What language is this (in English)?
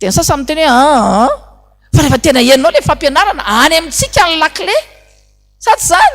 Malagasy